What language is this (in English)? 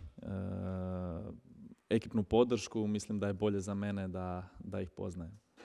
Croatian